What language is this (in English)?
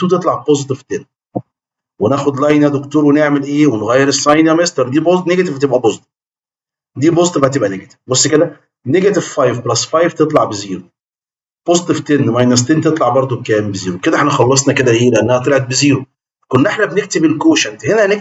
Egyptian Arabic